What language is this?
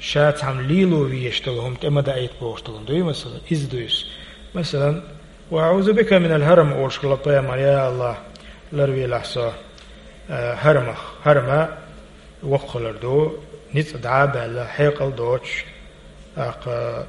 Chechen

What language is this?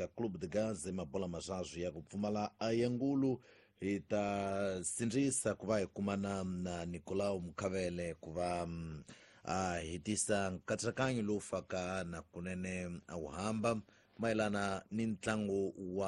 Tsonga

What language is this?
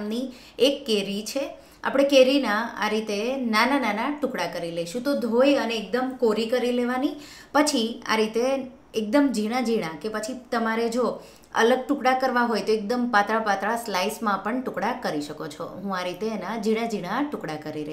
Gujarati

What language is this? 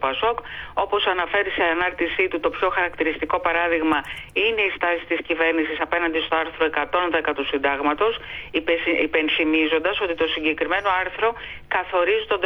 Greek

